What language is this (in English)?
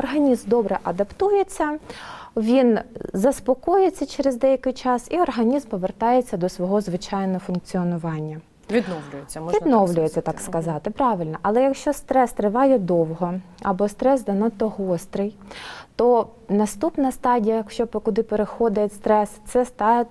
Ukrainian